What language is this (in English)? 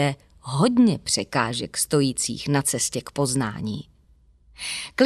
Czech